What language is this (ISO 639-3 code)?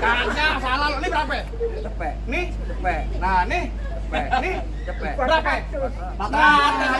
bew